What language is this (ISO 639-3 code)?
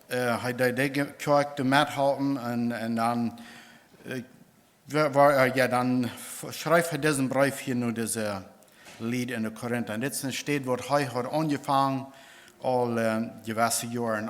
pdt